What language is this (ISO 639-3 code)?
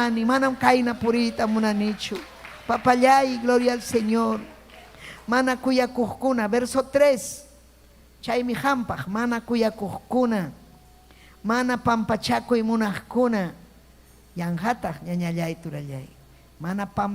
quy